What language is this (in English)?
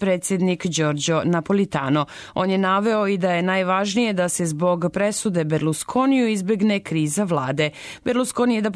Serbian